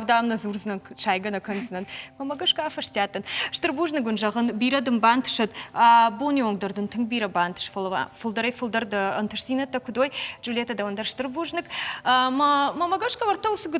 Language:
Ossetic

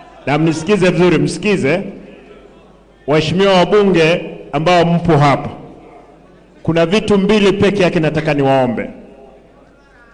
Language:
Swahili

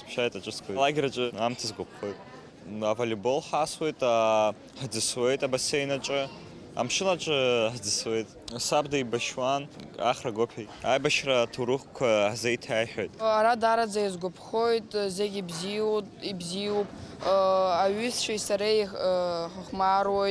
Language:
Abkhazian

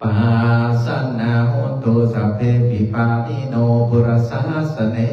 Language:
Pali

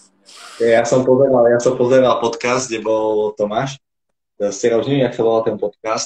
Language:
Slovak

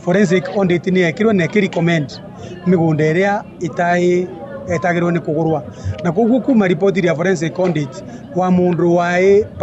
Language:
Kikuyu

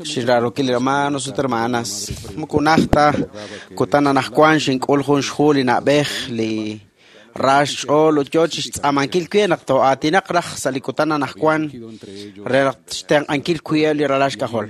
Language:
Kekchí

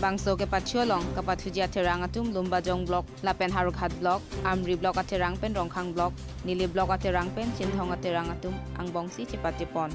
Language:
Karbi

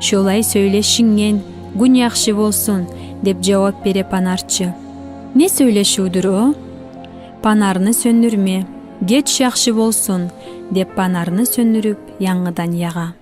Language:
Kumyk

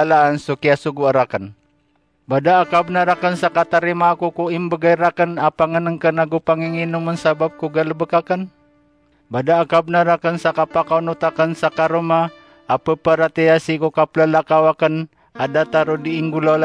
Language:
Maranao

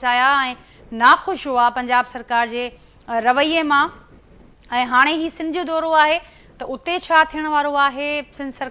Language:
Sindhi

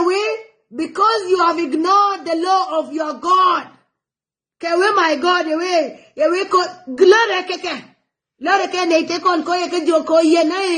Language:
Nuer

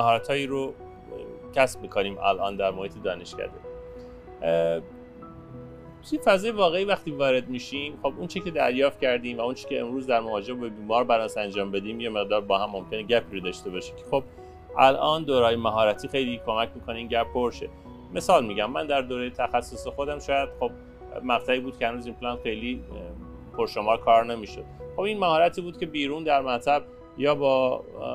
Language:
Persian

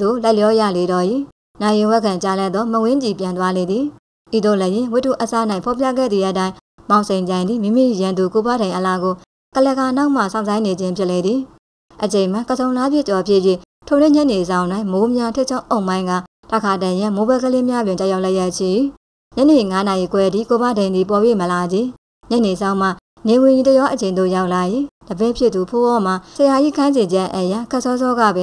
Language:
Burmese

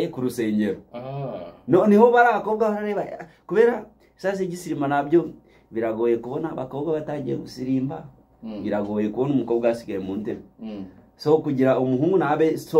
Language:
Kinyarwanda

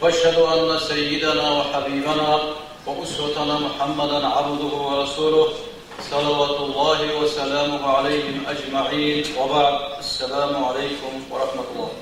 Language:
Avaric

